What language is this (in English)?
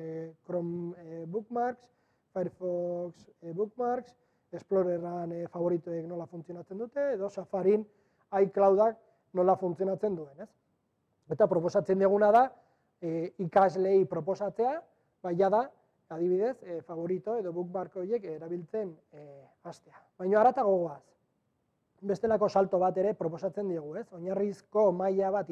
Basque